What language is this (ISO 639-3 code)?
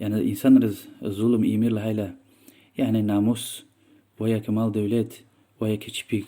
lez